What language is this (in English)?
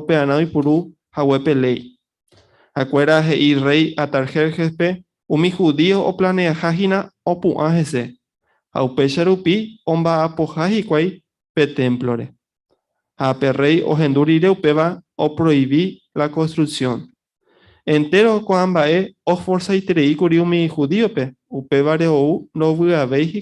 Guarani